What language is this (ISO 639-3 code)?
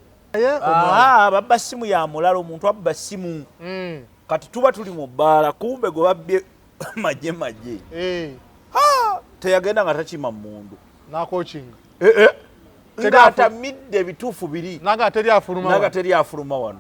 lug